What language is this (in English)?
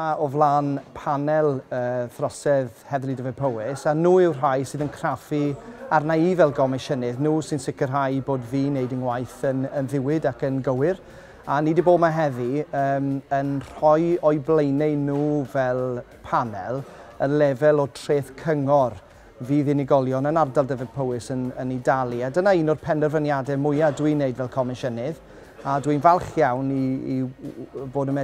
Welsh